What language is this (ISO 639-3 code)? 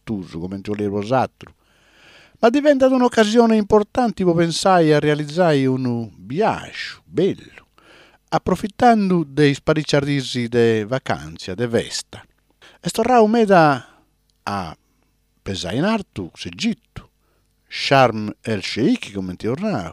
srd